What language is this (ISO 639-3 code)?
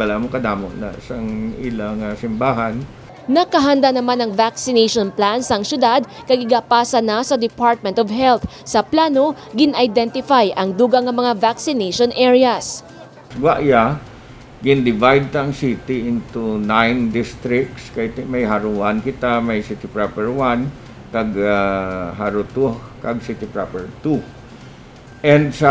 hil